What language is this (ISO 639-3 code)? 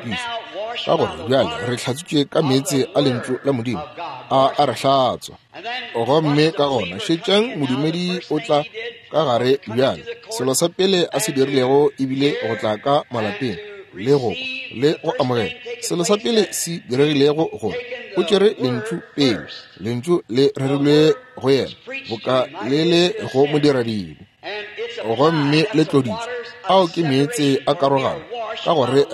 nso